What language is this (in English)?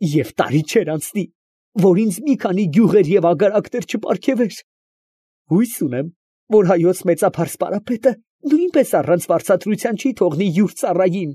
Armenian